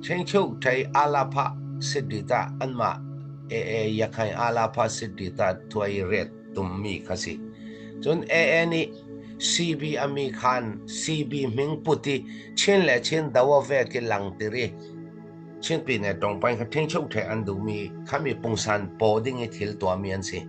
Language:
Falam Chin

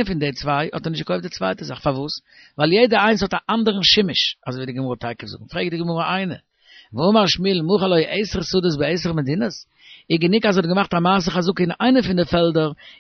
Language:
Yiddish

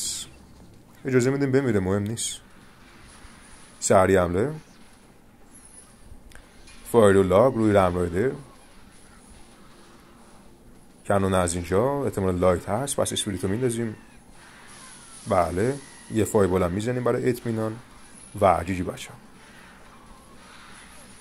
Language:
Persian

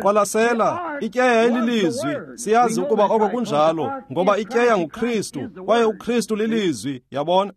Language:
Xhosa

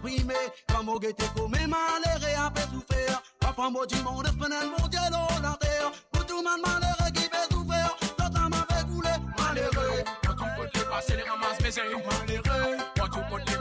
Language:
Morisyen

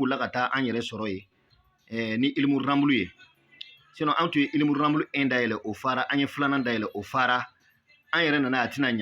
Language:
Bambara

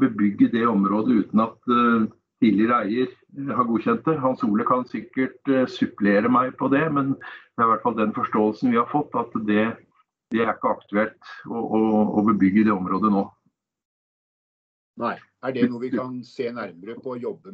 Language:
Norwegian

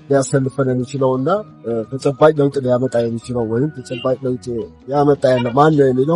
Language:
Amharic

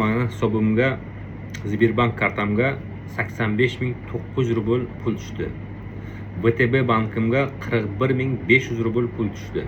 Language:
Uzbek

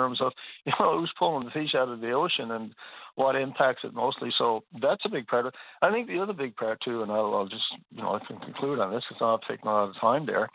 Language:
English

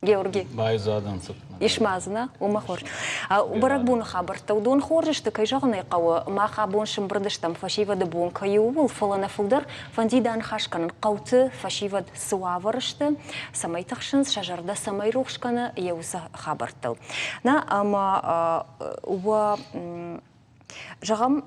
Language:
Ossetic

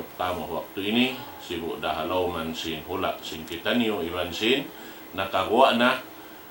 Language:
Tausug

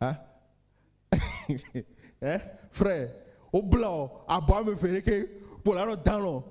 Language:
Ewe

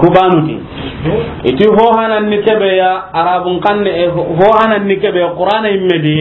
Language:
Soninke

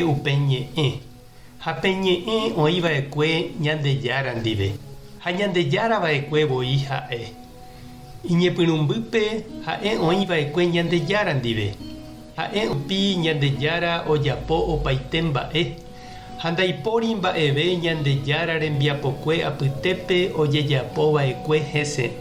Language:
Guarani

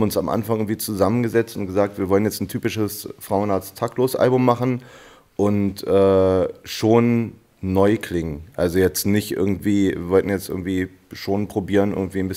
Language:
German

